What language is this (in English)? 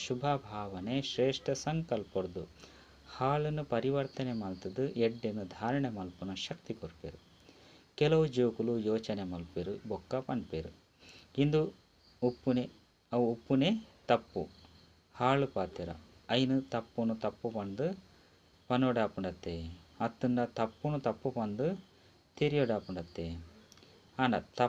Tulu